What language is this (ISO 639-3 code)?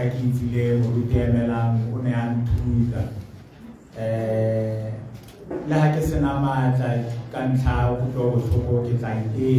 tsn